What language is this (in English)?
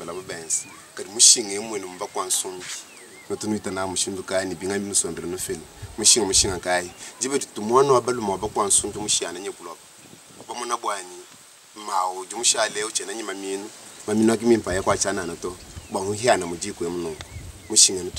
Luba-Lulua